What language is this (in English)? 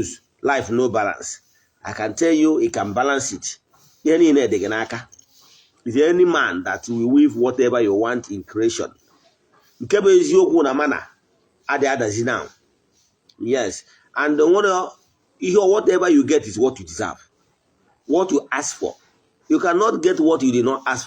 Igbo